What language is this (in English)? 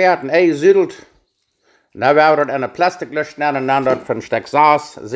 Plautdietsch